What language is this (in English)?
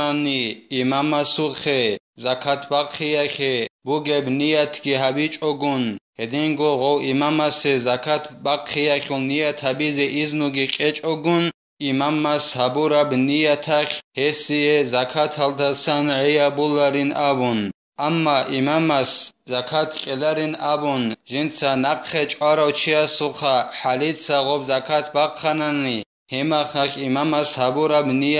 Avaric